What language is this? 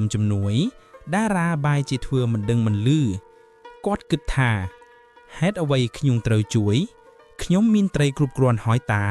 Khmer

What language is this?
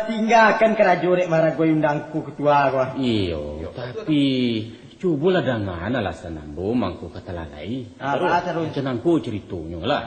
Minangkabau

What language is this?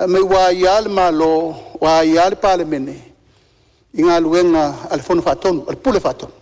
Samoan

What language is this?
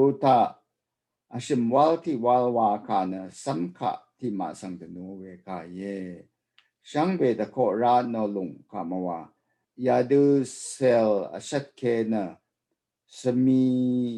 Rawang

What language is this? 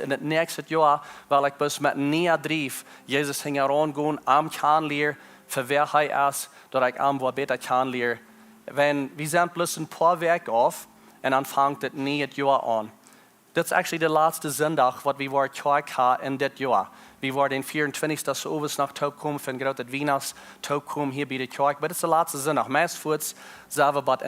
Plautdietsch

